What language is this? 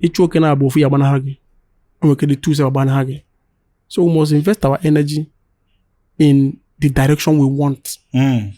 Igbo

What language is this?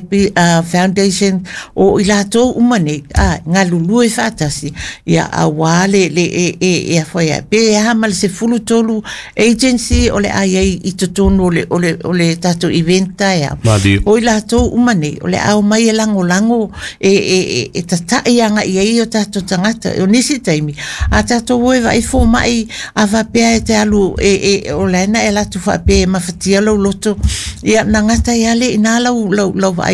Samoan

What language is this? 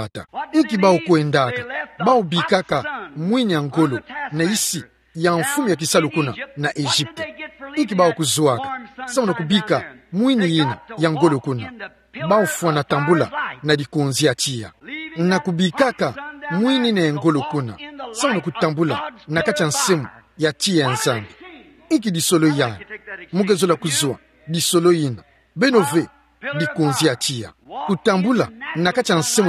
Kituba (Democratic Republic of Congo)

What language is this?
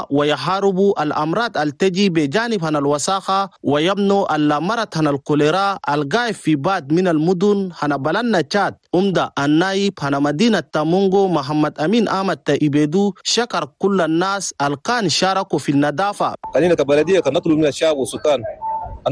Chadian Arabic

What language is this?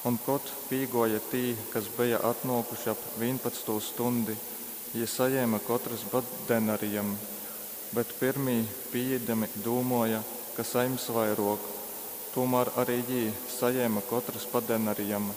Latgalian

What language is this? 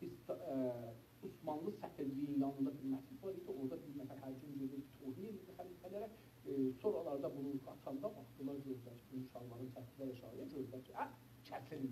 South Azerbaijani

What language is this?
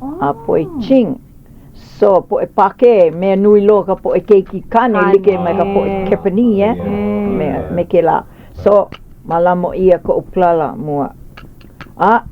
Hawaiian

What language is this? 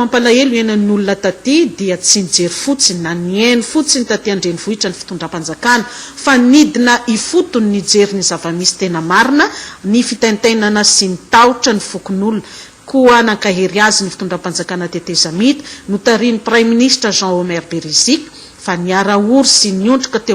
Malagasy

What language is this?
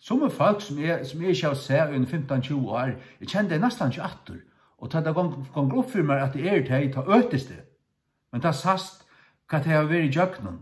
Faroese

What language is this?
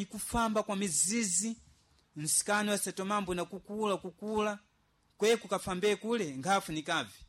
Sena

